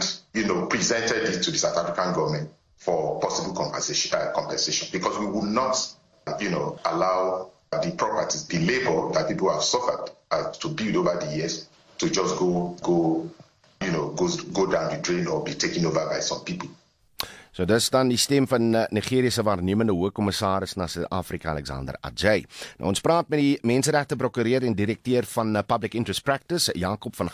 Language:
Afrikaans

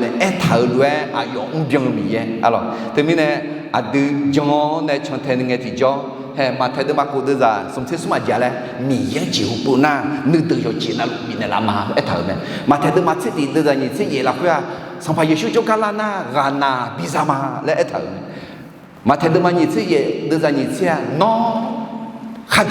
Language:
Akha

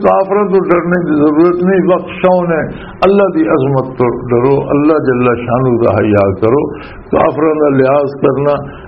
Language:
Western Panjabi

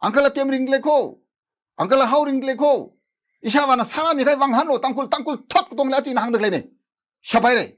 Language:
Tangkhul Naga (India)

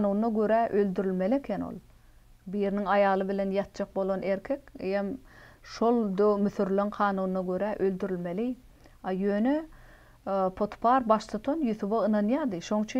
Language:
Turkmen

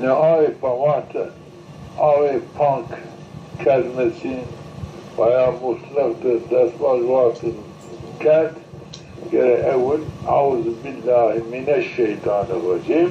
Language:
Zaza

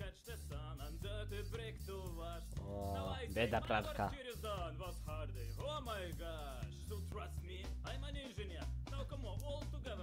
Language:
Polish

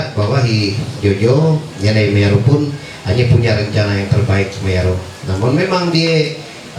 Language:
Ma'anyan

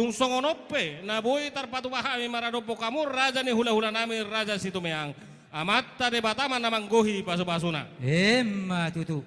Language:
Batak Toba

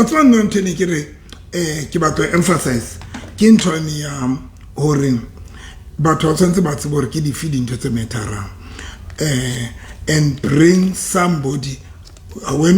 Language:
Southern Sotho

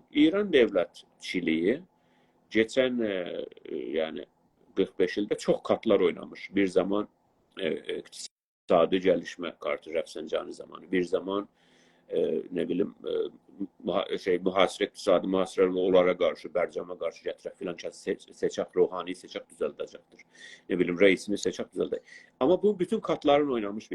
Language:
South Azerbaijani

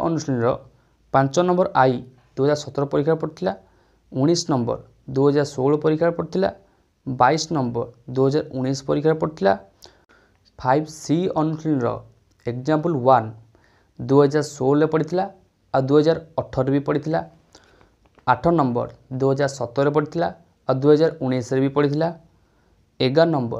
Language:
Odia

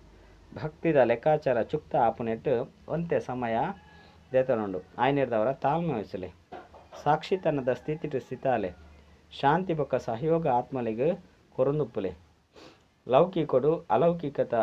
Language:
Tulu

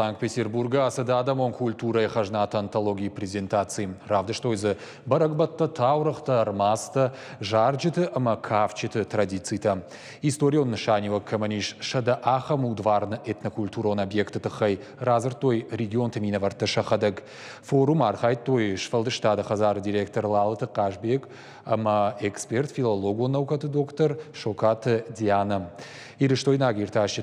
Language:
Ossetic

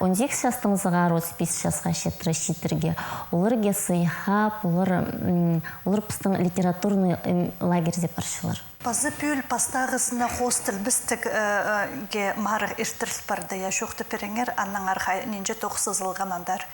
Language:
Khakas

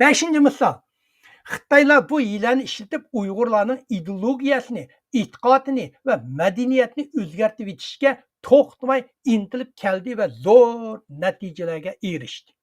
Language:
Uyghur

